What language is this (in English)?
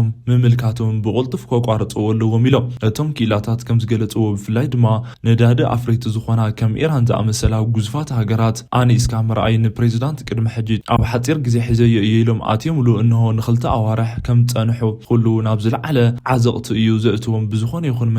Tigrinya